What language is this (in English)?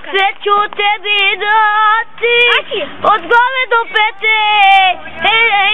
Bosnian